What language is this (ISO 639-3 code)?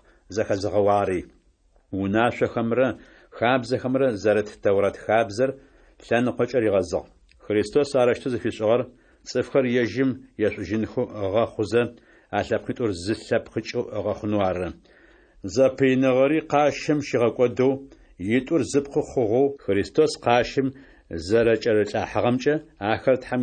ady